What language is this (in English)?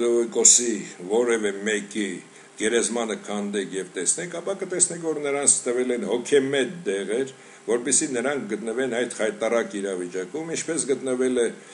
Armenian